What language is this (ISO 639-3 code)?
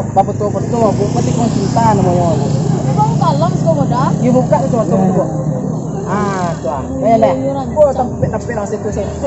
min